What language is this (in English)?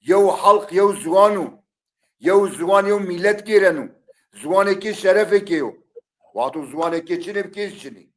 Zaza